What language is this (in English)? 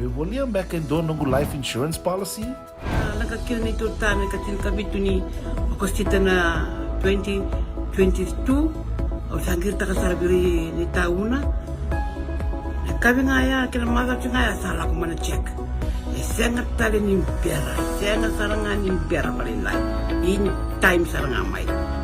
Fijian